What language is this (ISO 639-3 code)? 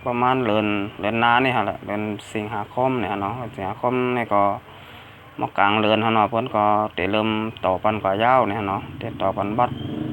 shn